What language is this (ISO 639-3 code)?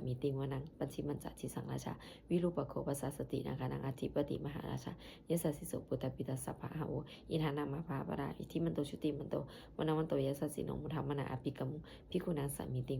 pli